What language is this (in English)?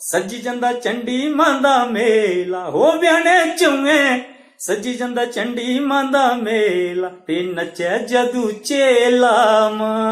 Dogri